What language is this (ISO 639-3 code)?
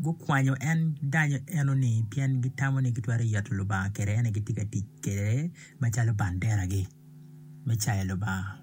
ach